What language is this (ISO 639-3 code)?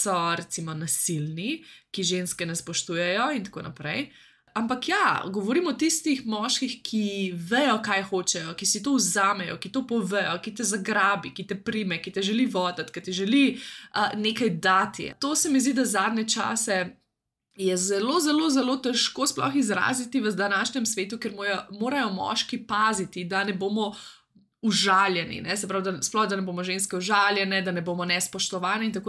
slv